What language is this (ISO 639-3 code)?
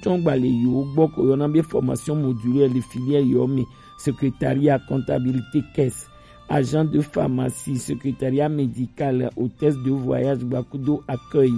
gej